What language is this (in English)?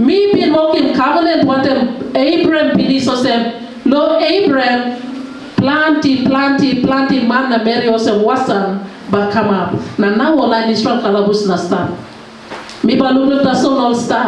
Tok Pisin